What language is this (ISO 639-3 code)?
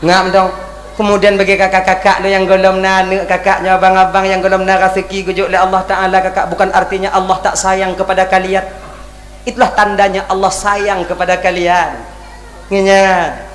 ace